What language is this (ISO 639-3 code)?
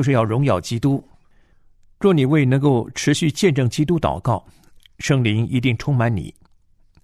zho